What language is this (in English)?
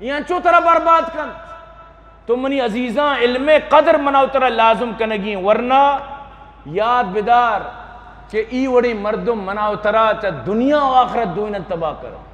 Eastern Balochi